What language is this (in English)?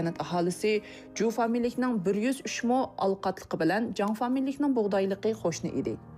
Uyghur